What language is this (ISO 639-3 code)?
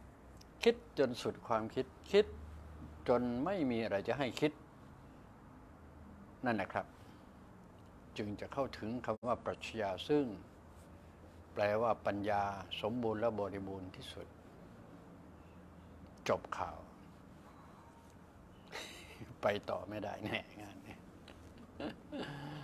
tha